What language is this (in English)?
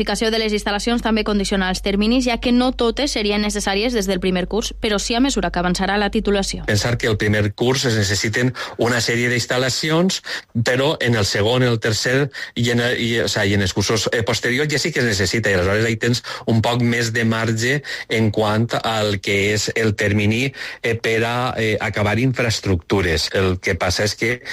Catalan